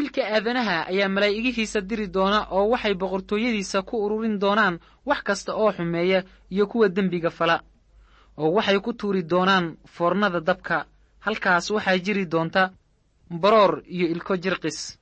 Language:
Somali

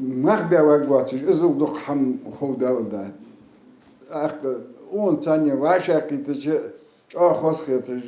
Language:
Ingush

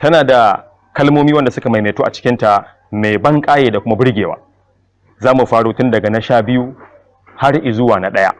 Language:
Hausa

